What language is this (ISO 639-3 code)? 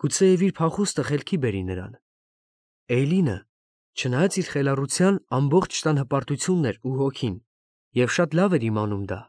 hye